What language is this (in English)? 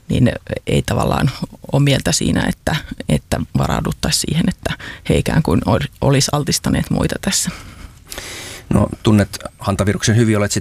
Finnish